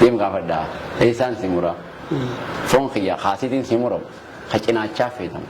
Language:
Oromo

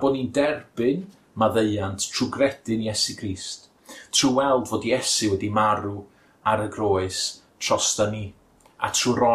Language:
Welsh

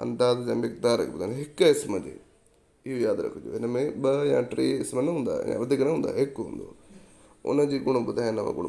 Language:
Sindhi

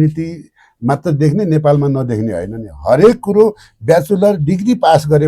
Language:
Nepali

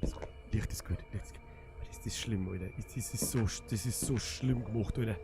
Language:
Bavarian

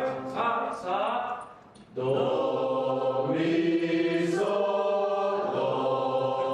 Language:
Hakha Chin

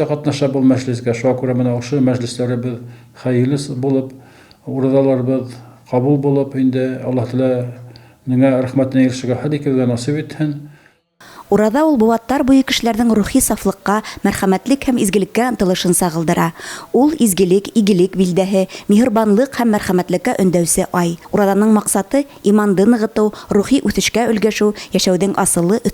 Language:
Bashkir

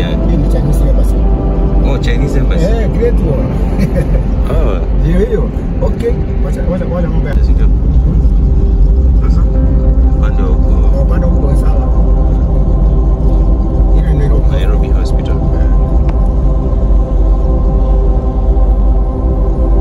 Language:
Swahili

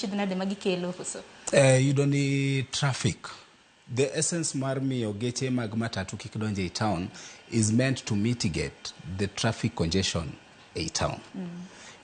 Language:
Luo (Kenya and Tanzania)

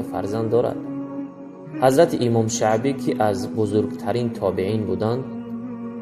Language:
Tajik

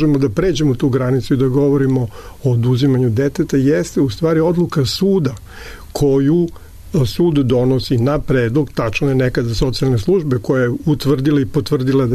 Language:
Serbian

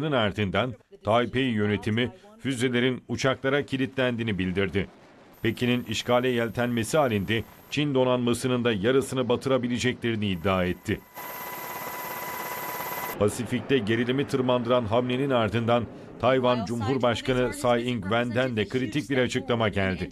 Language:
Turkish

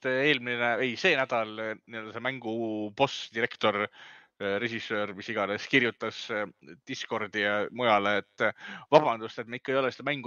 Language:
Estonian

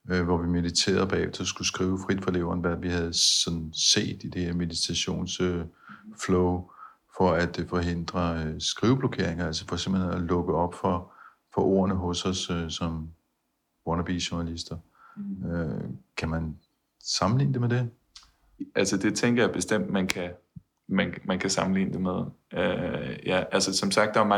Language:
Danish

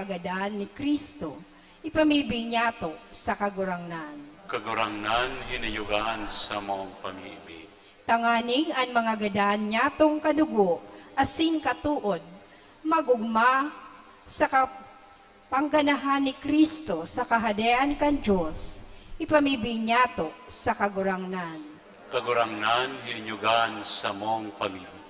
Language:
Bikol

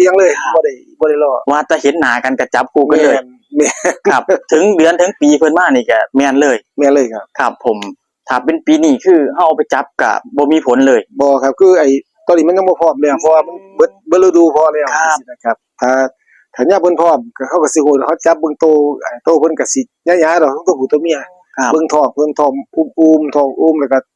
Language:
Northeastern Thai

